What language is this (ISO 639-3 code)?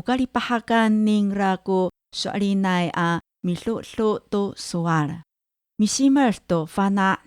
ami